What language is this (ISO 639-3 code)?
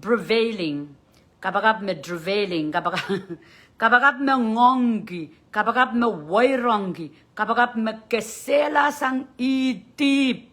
pon